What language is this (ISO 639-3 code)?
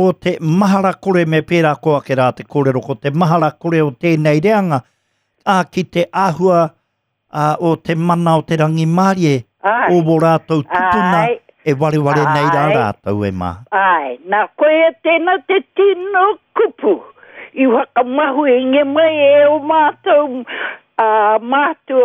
mri